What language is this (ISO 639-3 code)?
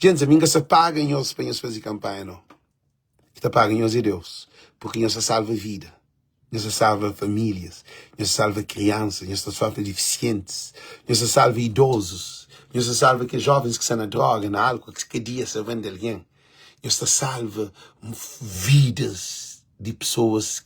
kea